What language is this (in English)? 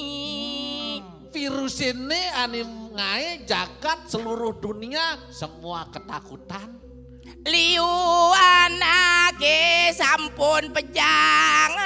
Balinese